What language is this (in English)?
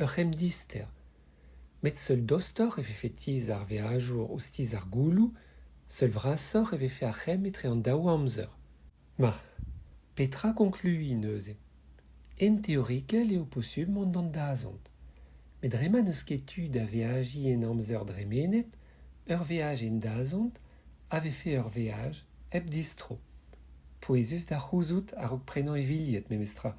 Breton